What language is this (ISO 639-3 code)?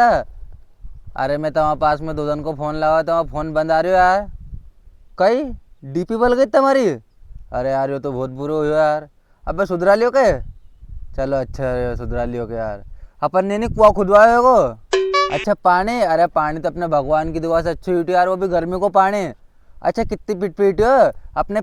raj